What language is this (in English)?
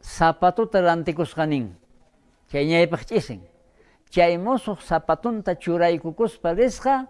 South Bolivian Quechua